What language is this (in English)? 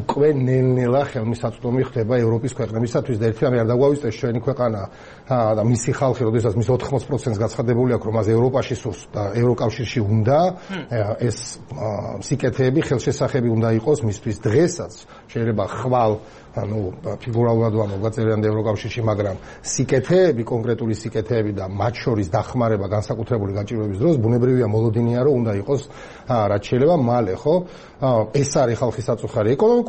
Georgian